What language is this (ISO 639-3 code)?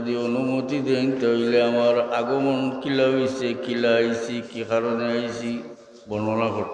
syl